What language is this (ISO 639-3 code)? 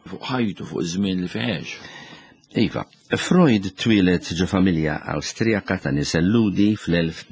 mlt